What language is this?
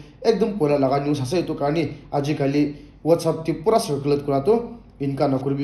Naga Pidgin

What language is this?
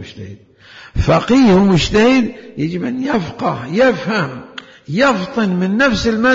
Mesopotamian Arabic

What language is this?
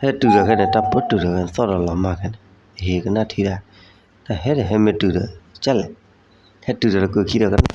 S'gaw Karen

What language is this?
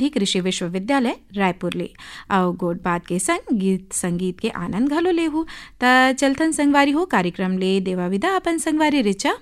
Chhattisgarhi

